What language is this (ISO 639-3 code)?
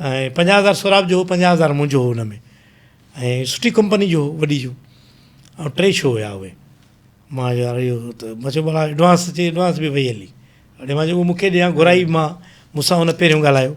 snd